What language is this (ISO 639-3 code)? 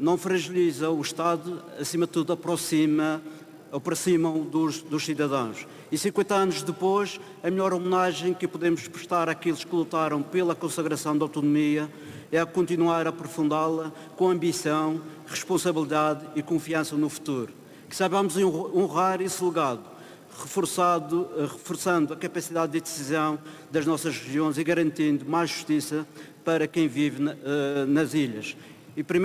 por